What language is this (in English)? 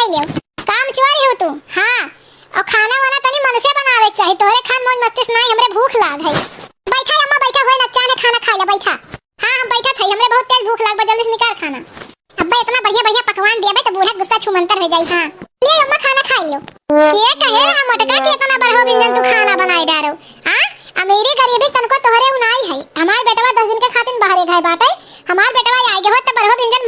Awadhi